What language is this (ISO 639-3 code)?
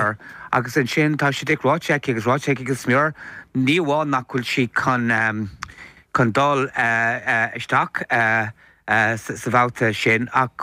gle